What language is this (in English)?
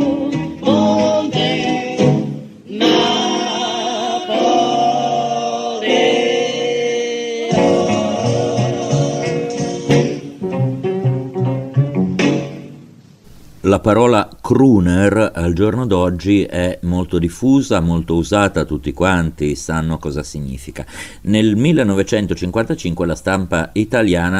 Italian